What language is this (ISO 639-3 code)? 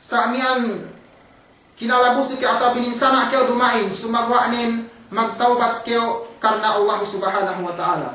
yka